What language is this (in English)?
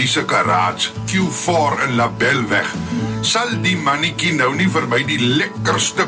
Afrikaans